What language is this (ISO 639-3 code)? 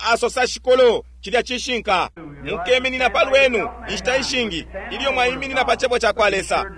bem